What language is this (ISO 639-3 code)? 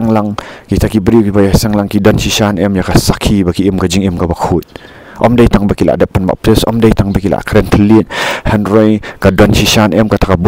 kha